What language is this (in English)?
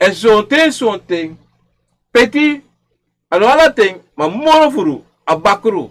Sranan Tongo